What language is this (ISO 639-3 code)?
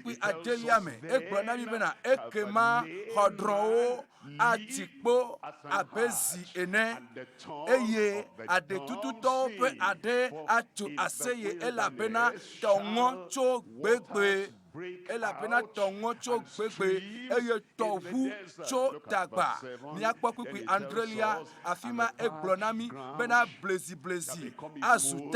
ewe